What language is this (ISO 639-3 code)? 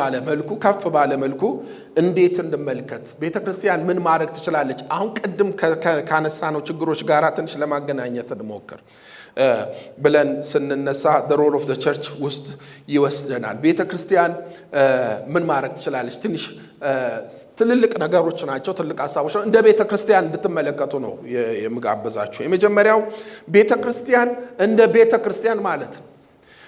amh